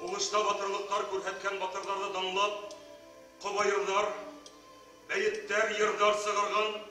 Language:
Bashkir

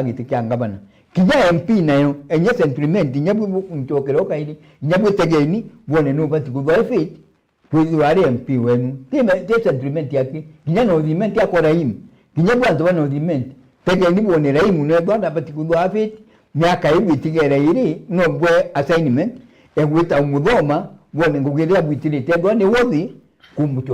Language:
Meru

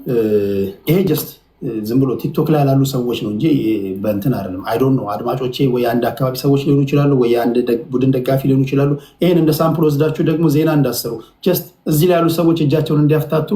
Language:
Amharic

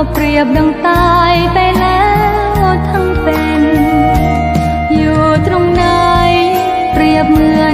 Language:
Thai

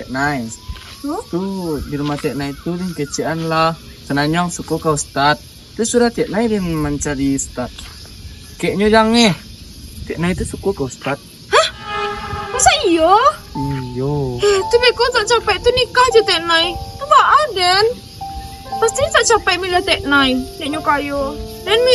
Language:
Minangkabau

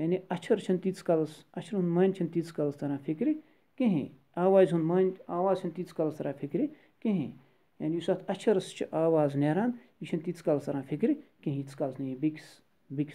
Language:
Kashmiri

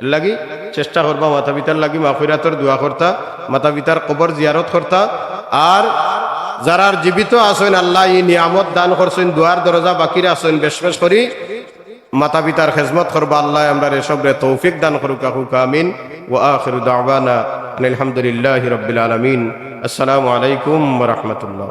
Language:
Sylheti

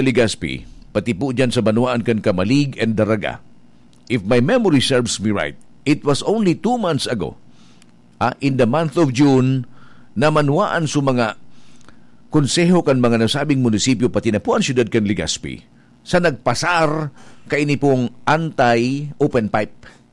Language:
Bikol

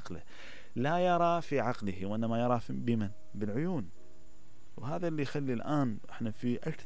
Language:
Mesopotamian Arabic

